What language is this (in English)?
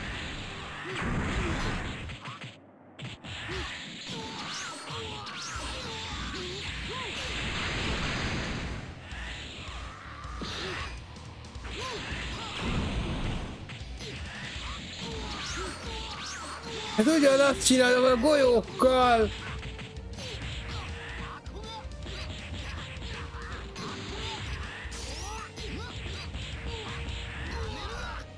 Hungarian